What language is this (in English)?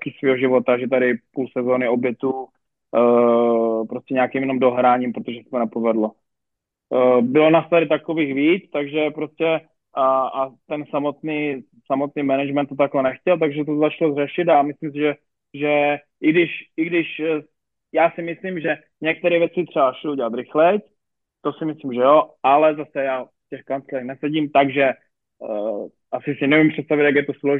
Czech